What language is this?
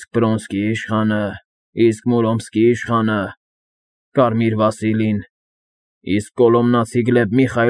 Armenian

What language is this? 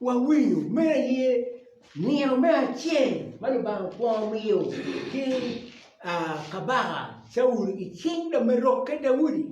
Acoli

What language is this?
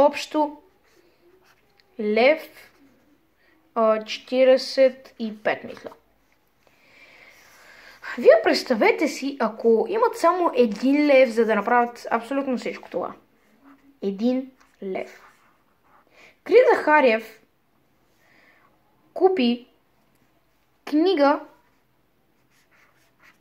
Bulgarian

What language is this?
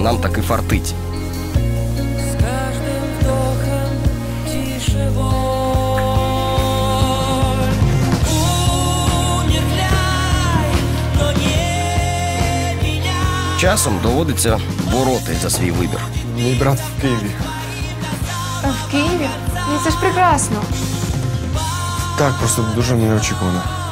Ukrainian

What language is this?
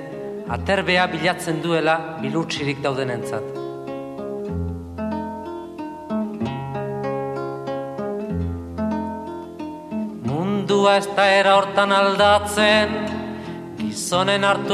Basque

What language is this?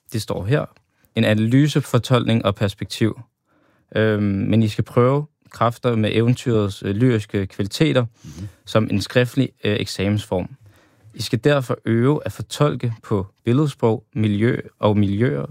Danish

